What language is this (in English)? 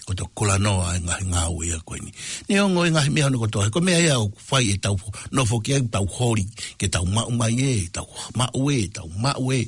Tongan